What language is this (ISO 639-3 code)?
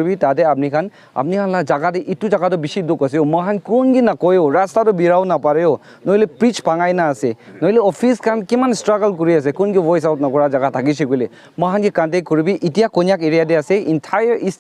nag